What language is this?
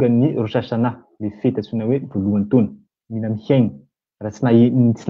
Malagasy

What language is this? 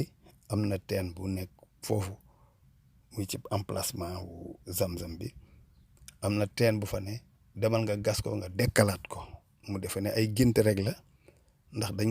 Wolof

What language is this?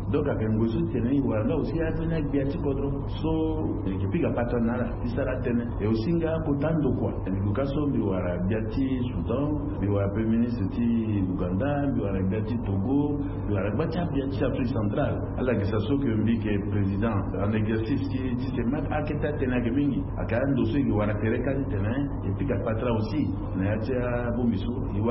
Sango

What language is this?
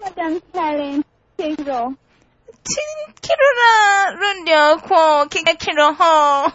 Nyoro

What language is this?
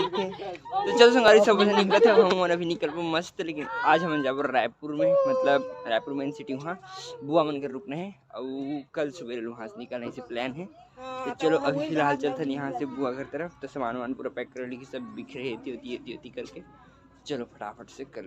Chhattisgarhi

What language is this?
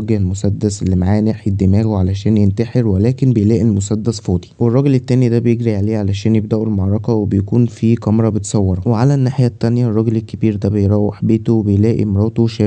Egyptian Arabic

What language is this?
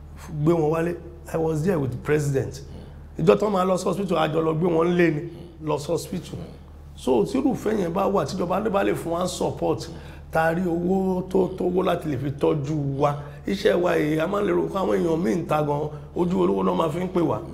Yoruba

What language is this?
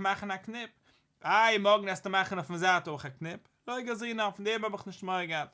Yiddish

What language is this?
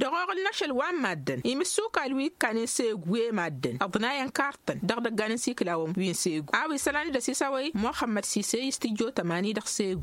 Tamasheq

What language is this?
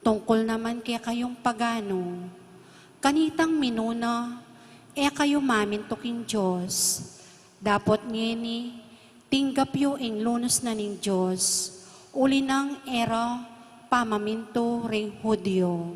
Pampanga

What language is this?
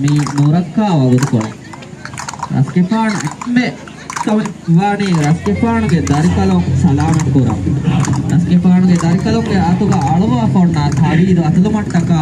Divehi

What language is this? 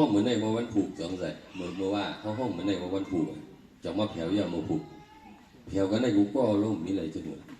Shan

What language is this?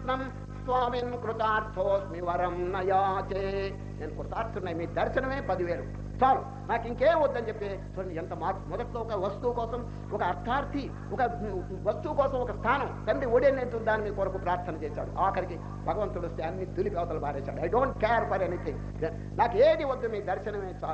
Telugu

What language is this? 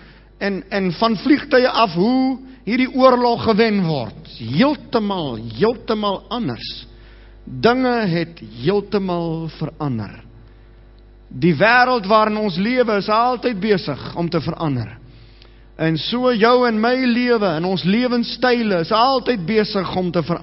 Afrikaans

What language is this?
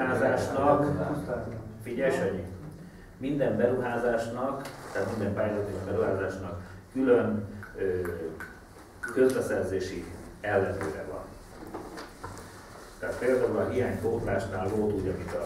Hungarian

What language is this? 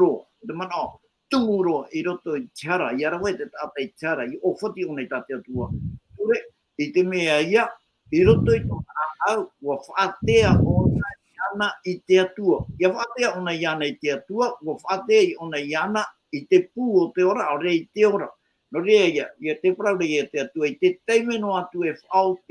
Tahitian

